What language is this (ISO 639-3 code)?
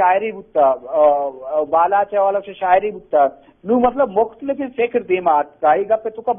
bgp